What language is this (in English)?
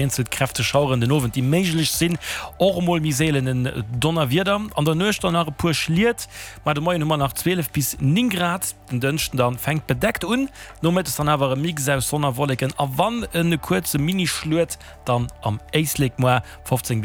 Luxembourgish